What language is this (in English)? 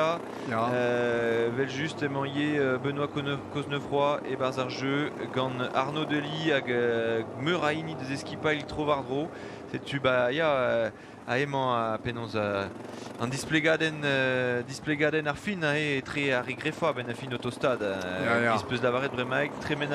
Breton